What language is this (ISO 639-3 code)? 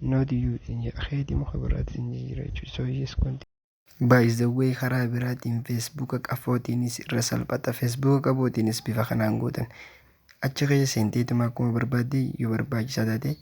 orm